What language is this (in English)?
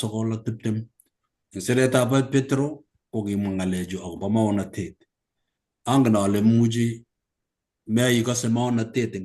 Kalenjin